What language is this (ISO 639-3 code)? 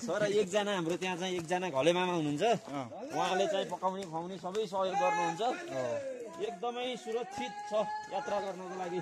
nep